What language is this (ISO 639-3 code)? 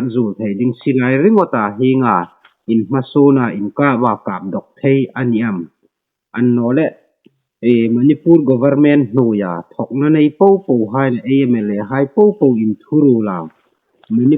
hmr